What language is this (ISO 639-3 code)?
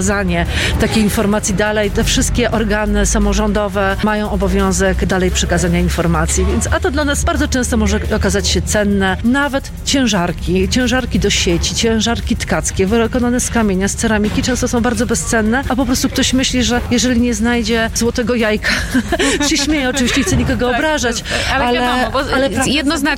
pol